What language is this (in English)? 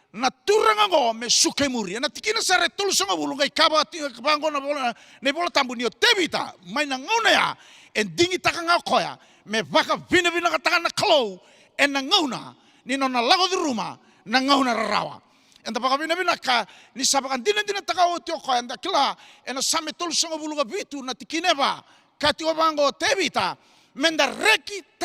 Fijian